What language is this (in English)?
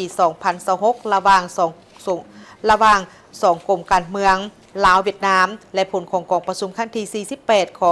Lao